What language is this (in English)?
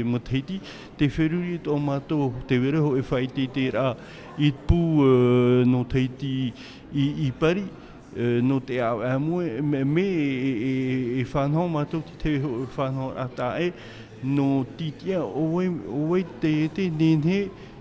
Tahitian